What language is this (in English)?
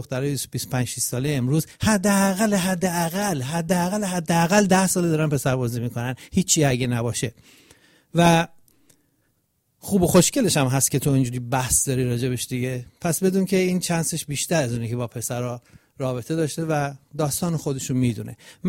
Persian